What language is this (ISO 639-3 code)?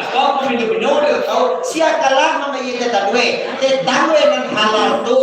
min